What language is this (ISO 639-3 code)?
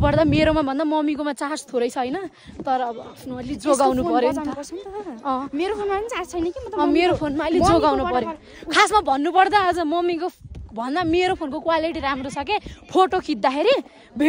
nep